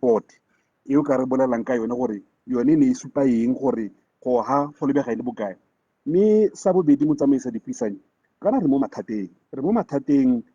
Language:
Tswana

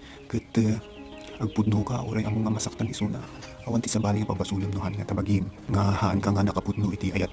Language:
Iloko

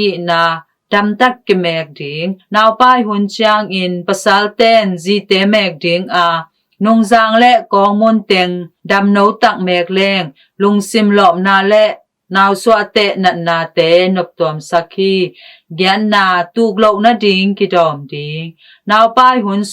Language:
Tedim Chin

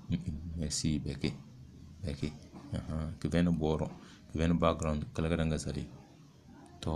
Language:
Tem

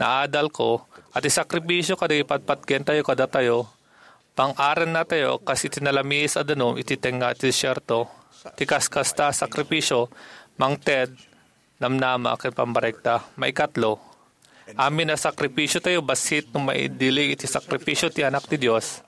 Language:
Iloko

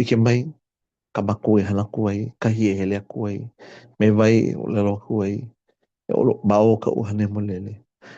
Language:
Hawaiian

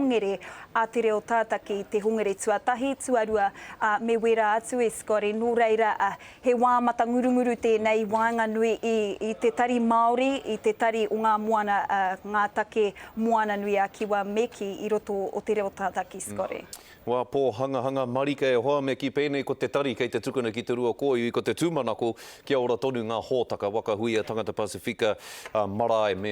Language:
Māori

